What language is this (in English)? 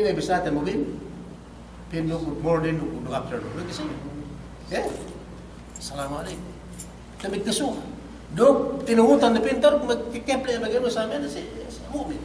Yakan